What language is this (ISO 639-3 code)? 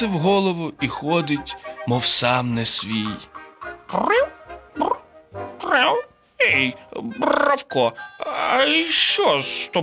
ukr